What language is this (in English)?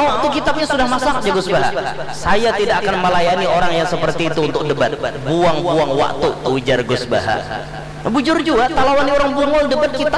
Banjar